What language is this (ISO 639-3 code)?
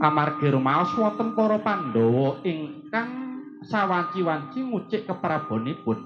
jav